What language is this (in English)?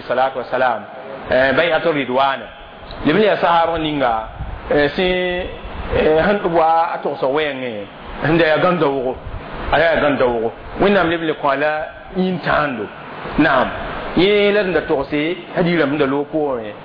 Mossi